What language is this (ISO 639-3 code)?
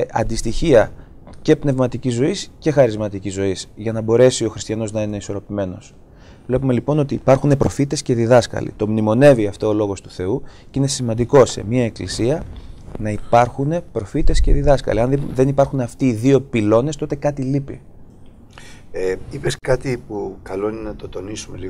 ell